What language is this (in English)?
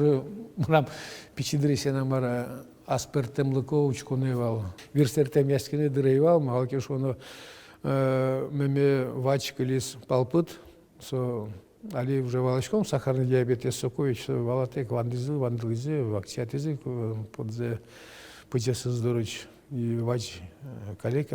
Udmurt